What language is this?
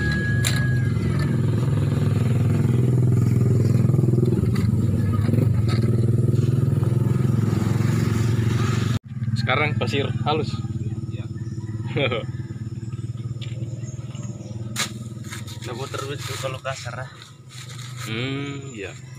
Indonesian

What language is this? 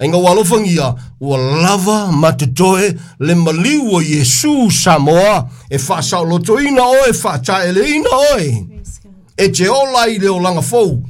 Samoan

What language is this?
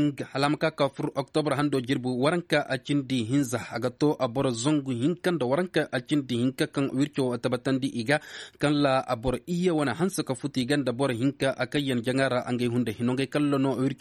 Zarma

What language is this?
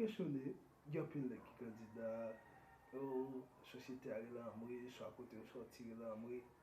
Haitian Creole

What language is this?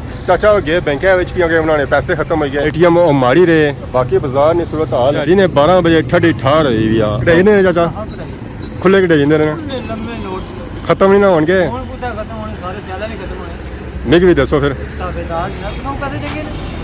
Pahari-Potwari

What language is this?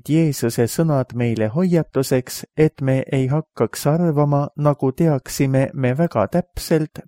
Estonian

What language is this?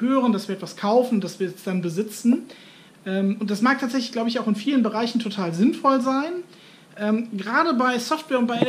German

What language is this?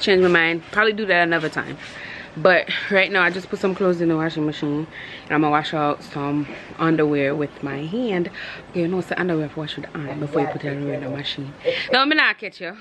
Jamaican Creole English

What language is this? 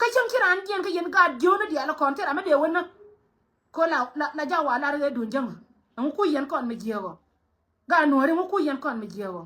Nuer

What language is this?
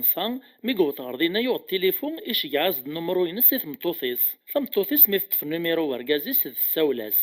Kabyle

